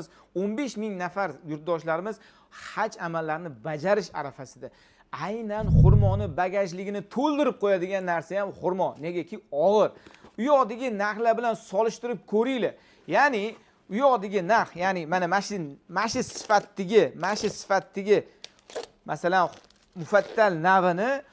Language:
Uzbek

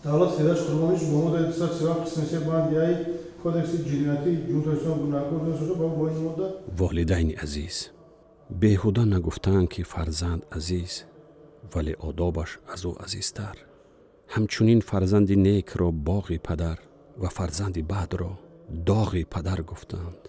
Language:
Tajik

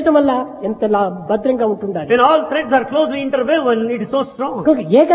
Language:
Telugu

